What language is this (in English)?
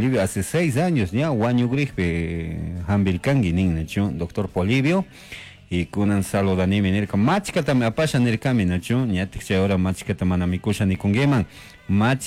Chimborazo Highland Quichua